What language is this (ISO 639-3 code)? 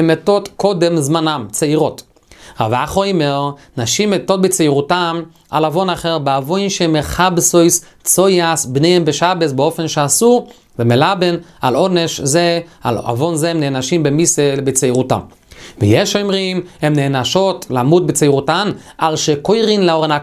heb